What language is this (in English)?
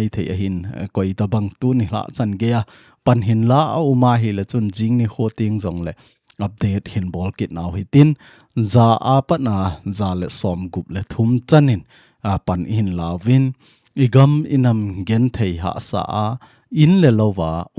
Thado Chin